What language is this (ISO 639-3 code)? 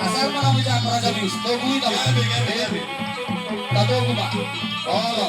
bbc